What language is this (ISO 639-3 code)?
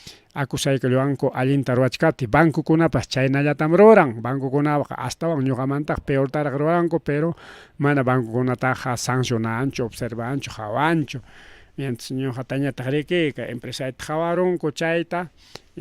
quy